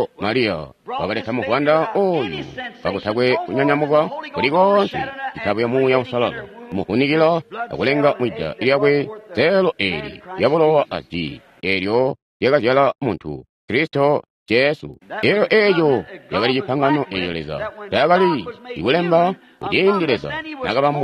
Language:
Tonga (Zambia)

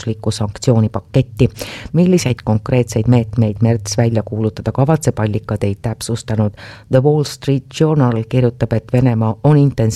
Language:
Estonian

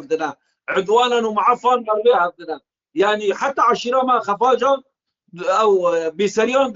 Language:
Kurdish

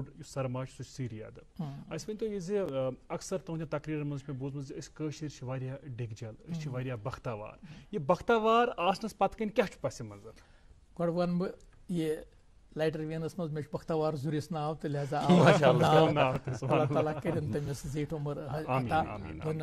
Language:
Kashmiri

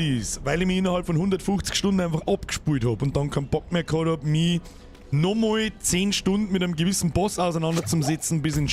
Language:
Bavarian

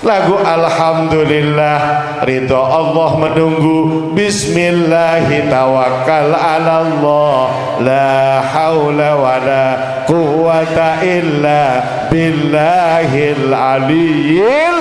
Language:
Sasak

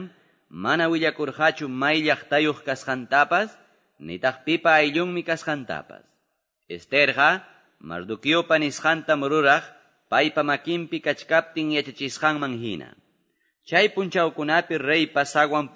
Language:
Quechua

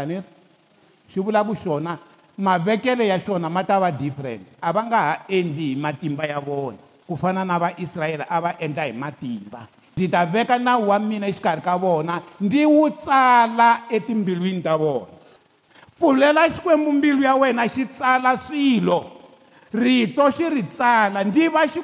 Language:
Tsonga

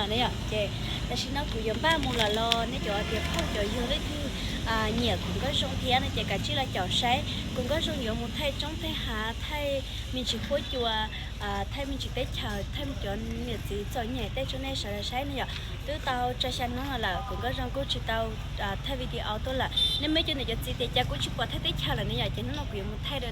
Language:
Hmong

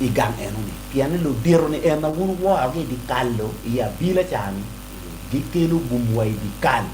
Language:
Acoli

